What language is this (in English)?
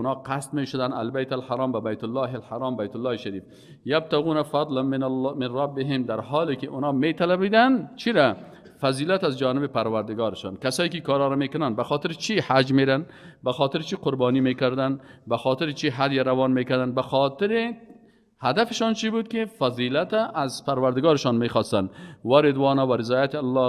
Persian